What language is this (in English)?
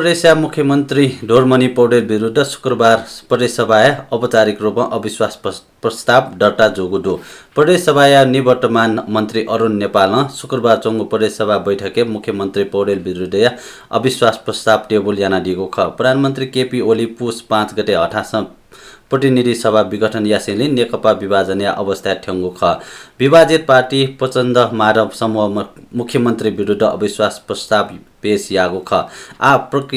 Newari